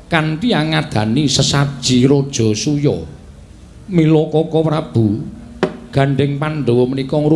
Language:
Javanese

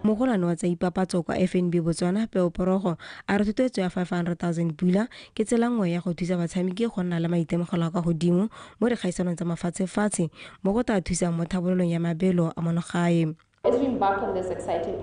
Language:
Tswana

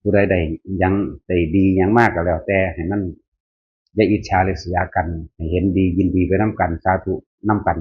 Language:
Northeastern Thai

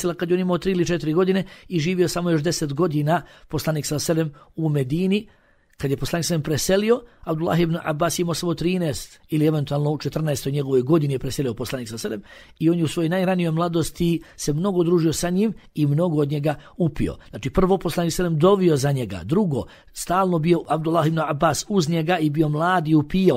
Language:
Bosnian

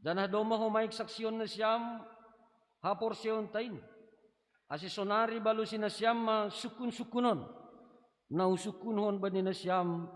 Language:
Batak Simalungun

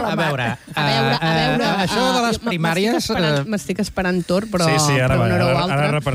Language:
Catalan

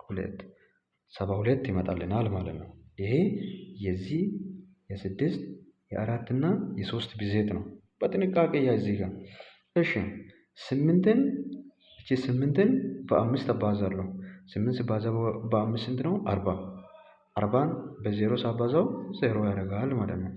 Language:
Amharic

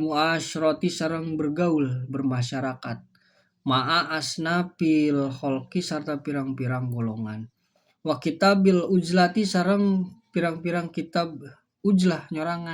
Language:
Sundanese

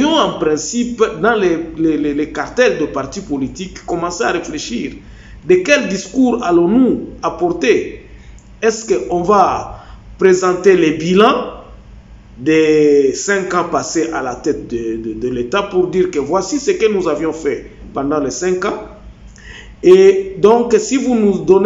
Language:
French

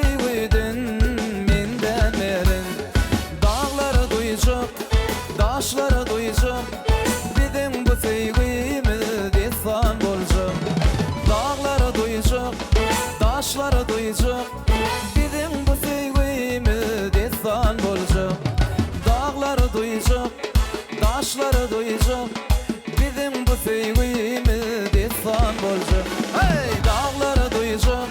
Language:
Turkmen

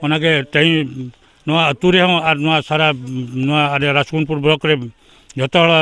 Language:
Santali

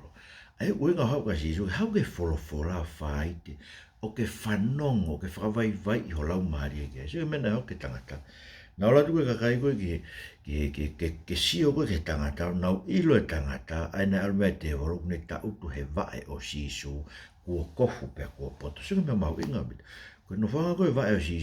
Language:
Tongan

